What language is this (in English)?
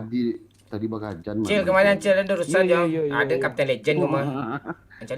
Minangkabau